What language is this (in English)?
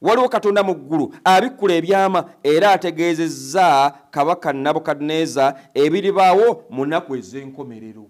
Ganda